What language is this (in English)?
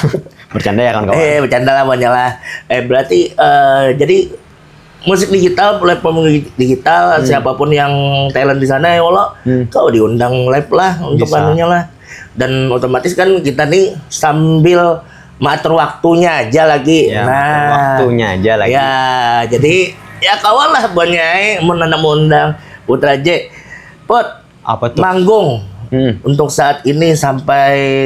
Banjar